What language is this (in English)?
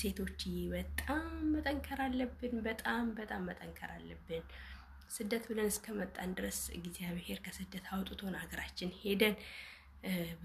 Amharic